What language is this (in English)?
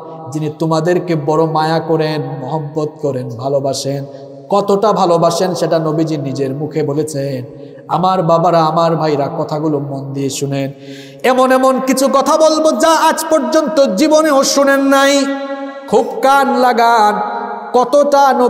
Bangla